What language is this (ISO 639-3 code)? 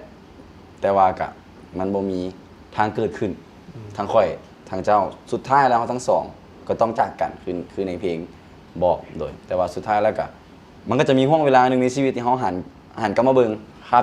lao